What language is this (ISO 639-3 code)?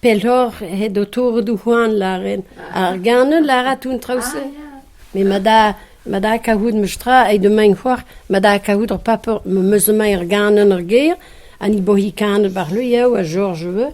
bre